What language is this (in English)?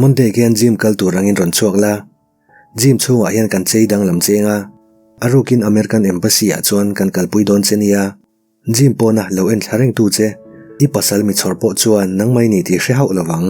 Mizo